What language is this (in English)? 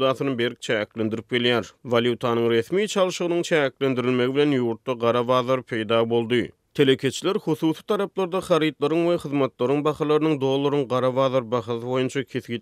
Turkmen